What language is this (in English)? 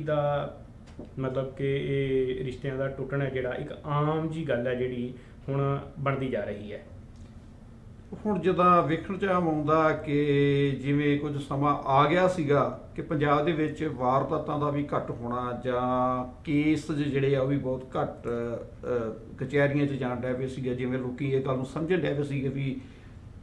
Punjabi